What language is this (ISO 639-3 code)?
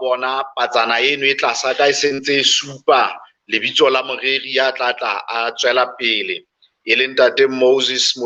sot